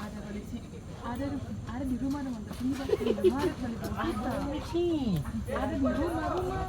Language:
Ambonese Malay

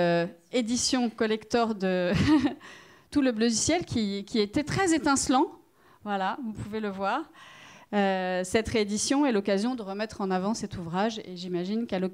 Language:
French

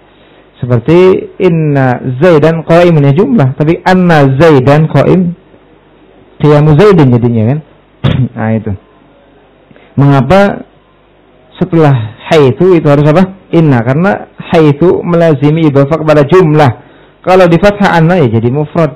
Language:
Indonesian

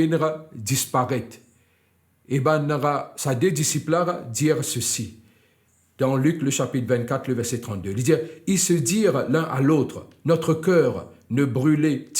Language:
Morisyen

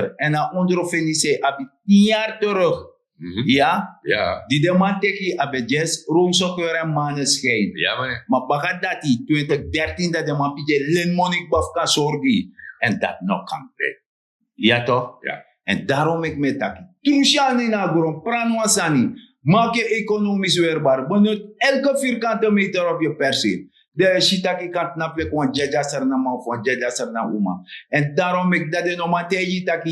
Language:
Sranan Tongo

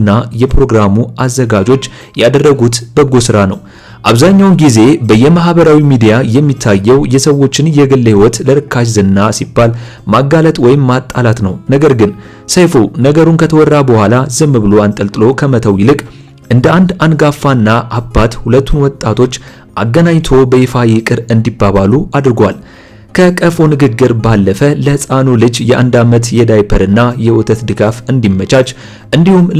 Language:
Amharic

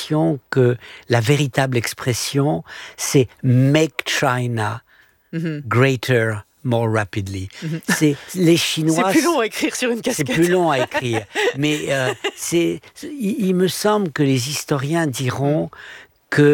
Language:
French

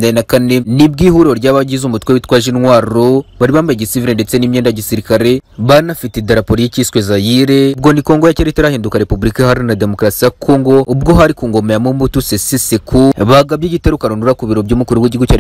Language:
Kinyarwanda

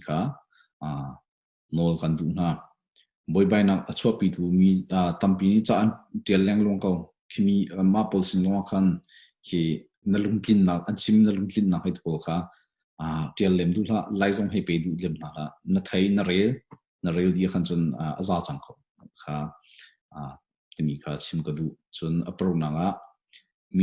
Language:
Hakha Chin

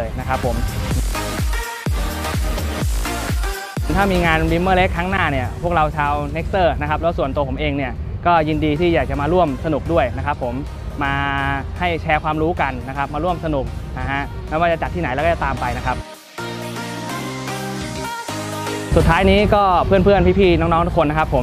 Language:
Thai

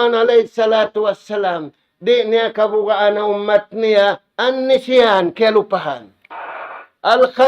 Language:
Tausug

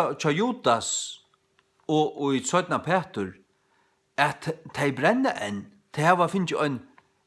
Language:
Faroese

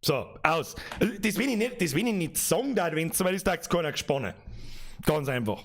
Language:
Bavarian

